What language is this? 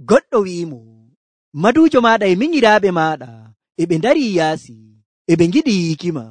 Nigerian Fulfulde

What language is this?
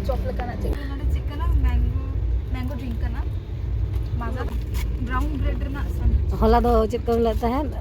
Santali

